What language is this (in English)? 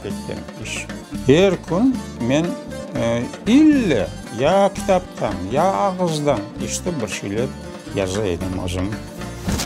Crimean Tatar